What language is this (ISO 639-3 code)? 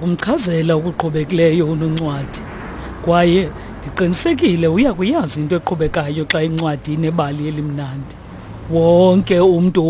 xho